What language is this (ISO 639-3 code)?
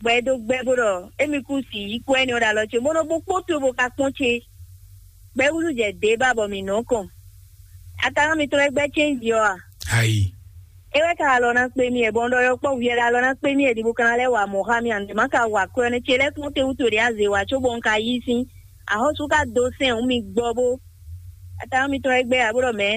fon